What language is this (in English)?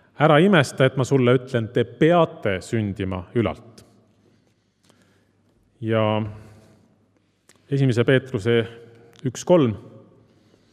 Estonian